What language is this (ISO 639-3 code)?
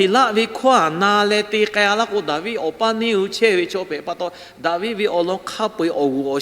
lhu